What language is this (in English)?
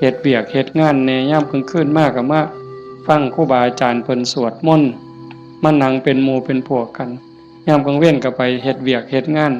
Northeastern Thai